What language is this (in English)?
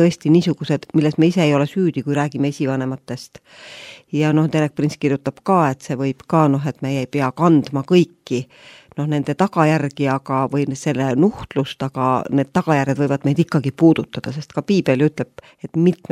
Estonian